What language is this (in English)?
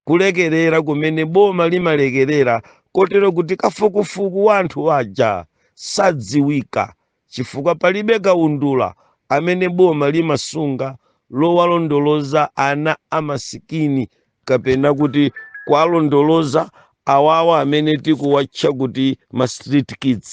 Nyanja